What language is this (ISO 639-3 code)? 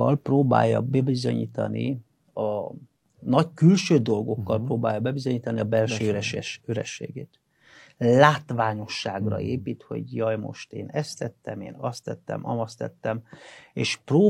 hun